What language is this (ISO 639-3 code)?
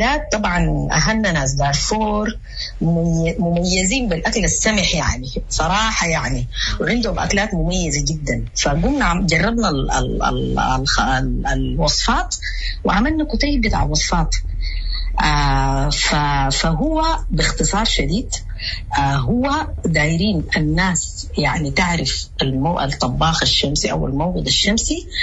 apd